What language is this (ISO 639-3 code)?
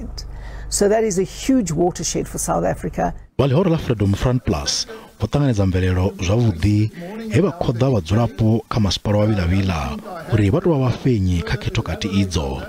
ven